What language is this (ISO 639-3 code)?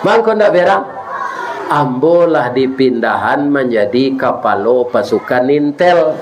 min